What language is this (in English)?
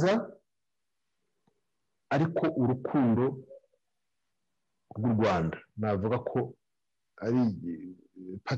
Kinyarwanda